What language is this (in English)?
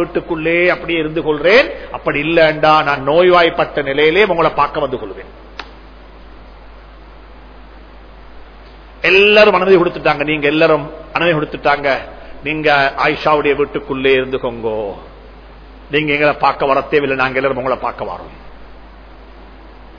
Tamil